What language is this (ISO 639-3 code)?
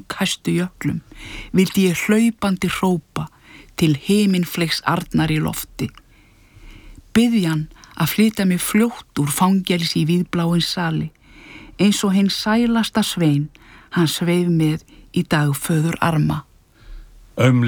isl